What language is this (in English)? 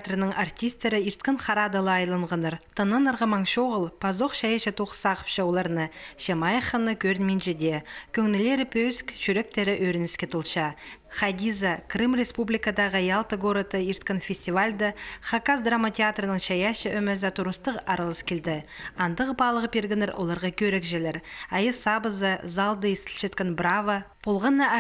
Khakas